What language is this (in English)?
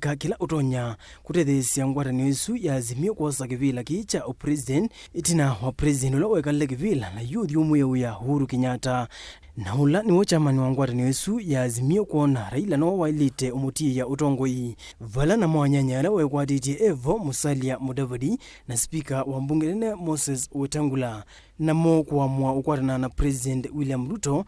Kamba